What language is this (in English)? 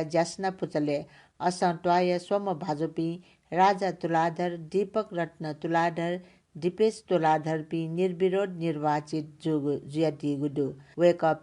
Newari